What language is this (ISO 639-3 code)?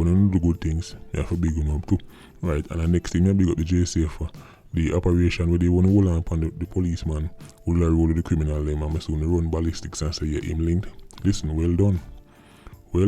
jam